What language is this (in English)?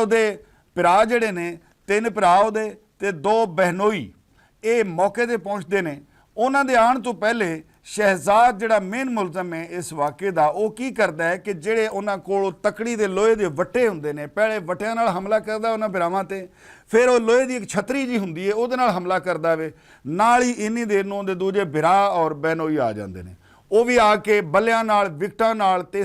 Western Panjabi